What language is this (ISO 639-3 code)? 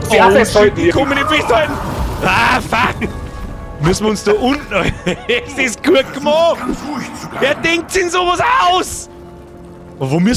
bar